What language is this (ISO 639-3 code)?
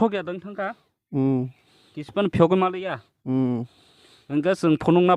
trp